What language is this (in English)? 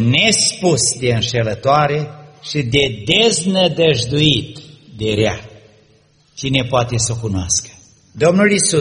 Romanian